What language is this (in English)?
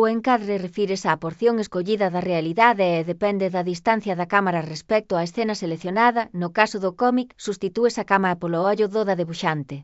Galician